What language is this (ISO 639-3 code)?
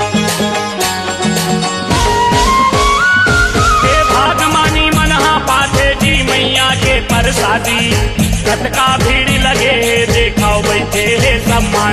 hne